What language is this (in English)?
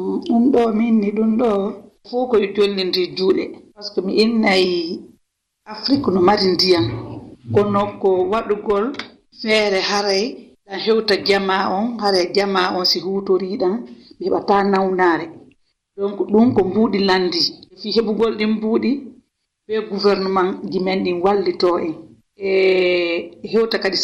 Fula